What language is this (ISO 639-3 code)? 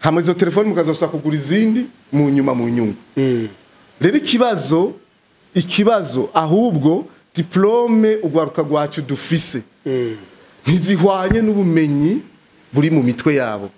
run